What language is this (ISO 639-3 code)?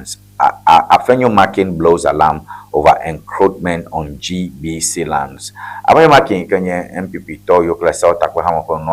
ewe